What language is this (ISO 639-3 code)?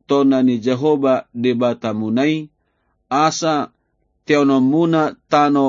bbc